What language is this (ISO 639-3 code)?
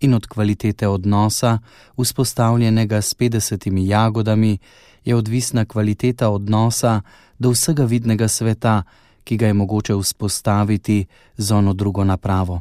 slv